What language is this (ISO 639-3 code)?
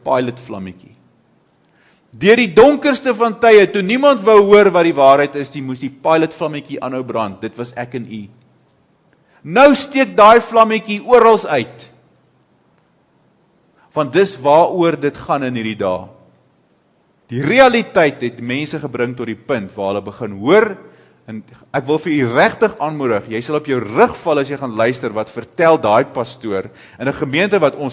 afr